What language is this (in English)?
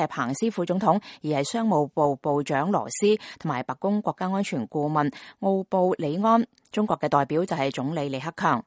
Cantonese